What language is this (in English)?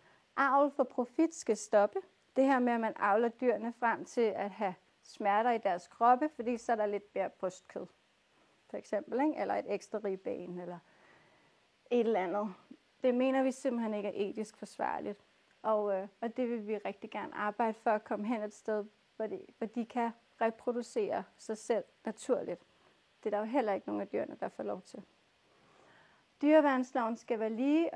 Danish